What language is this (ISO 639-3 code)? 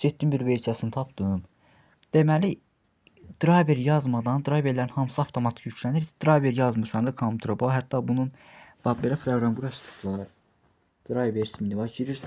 aze